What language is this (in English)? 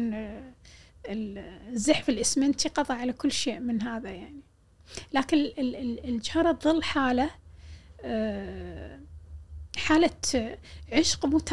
Gulf Arabic